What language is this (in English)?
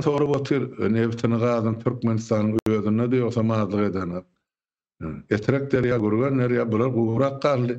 Turkmen